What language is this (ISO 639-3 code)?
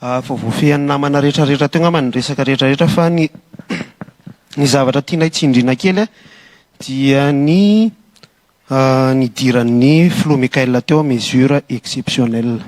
mlg